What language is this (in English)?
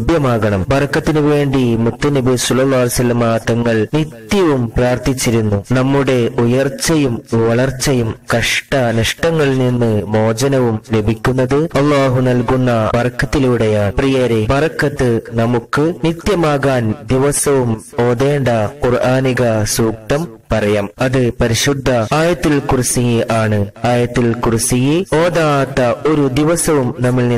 Malayalam